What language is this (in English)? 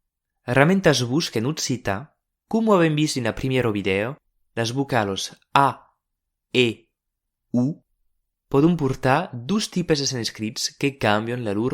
Occitan